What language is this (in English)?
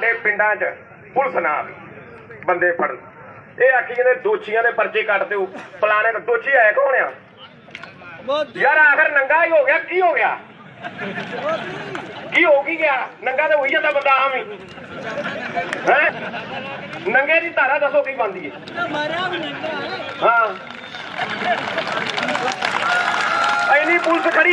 Punjabi